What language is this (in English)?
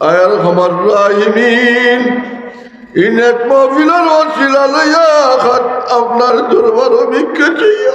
Sylheti